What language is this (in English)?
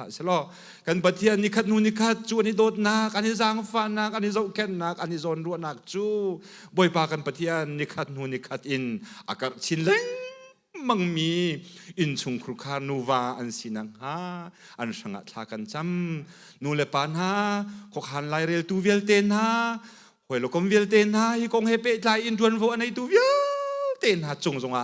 Hakha Chin